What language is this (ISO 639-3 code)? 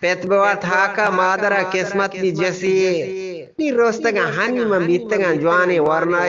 bgp